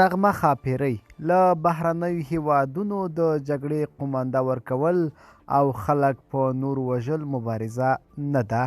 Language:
Pashto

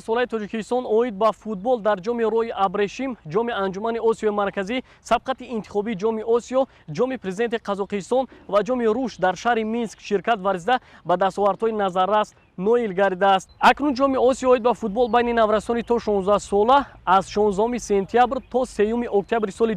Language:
Tajik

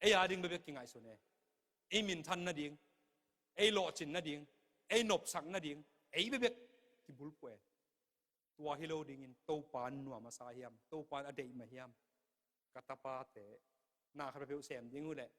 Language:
Tedim Chin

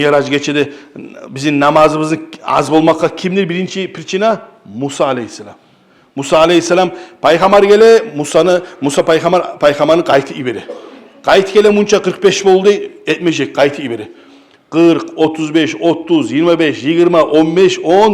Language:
Kumyk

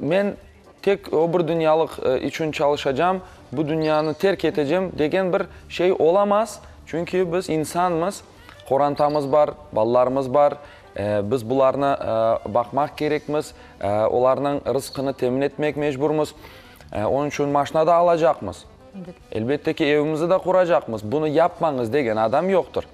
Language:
Crimean Tatar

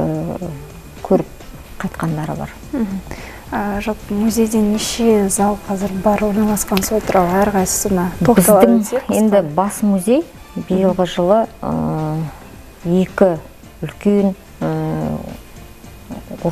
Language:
Kazakh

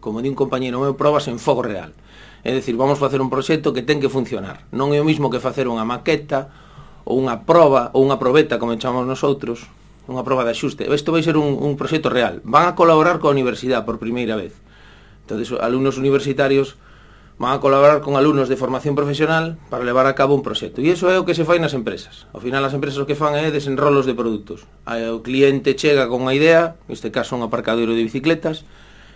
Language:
Galician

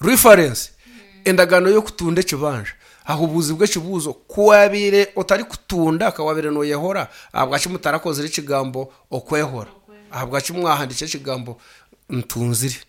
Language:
Nyankole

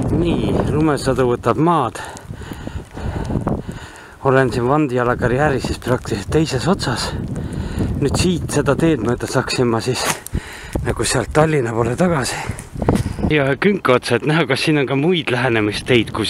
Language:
Estonian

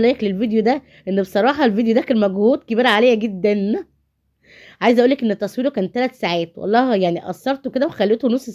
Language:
Egyptian Arabic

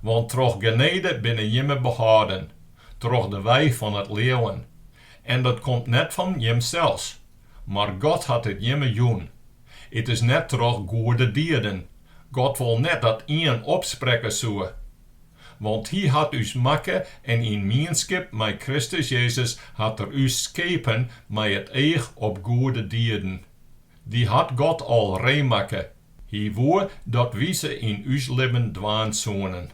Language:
Western Frisian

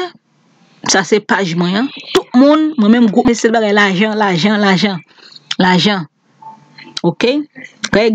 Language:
Haitian Creole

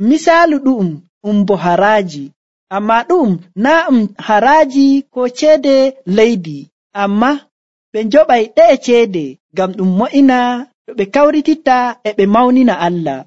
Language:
Nigerian Fulfulde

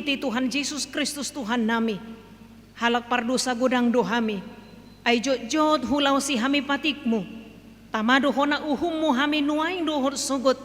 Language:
Batak Toba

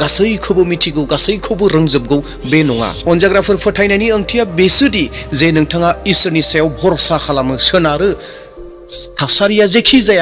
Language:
Bodo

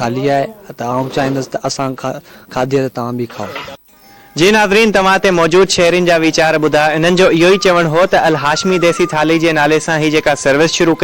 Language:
Sindhi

